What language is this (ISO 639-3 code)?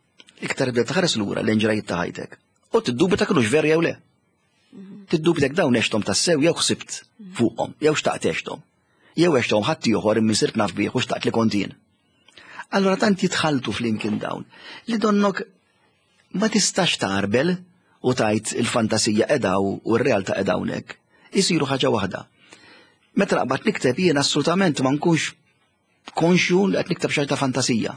mlt